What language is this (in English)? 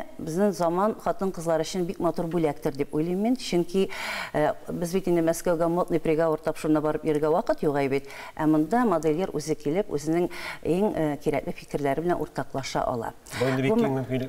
Tatar